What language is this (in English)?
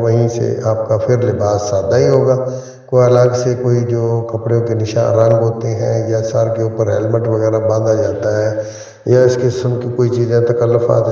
Urdu